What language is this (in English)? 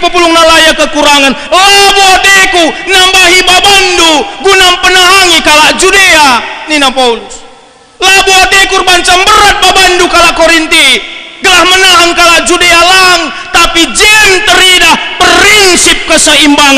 Batak Karo